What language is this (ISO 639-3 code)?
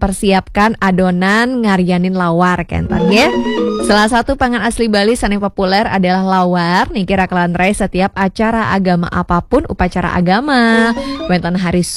ban